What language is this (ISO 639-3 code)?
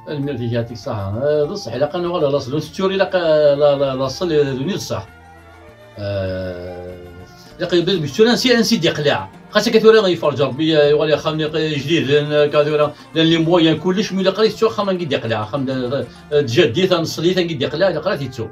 kab